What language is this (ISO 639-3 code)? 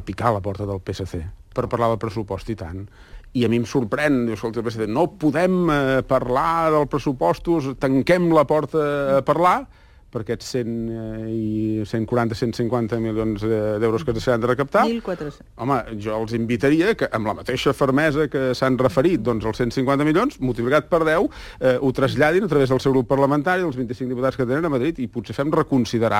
cat